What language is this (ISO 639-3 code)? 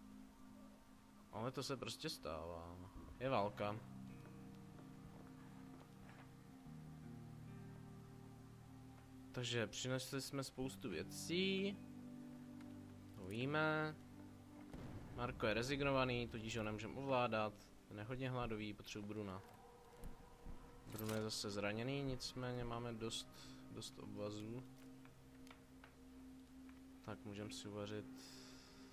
ces